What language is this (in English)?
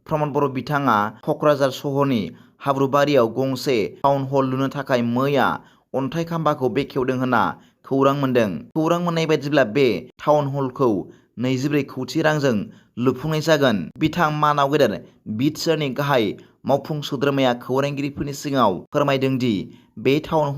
Bodo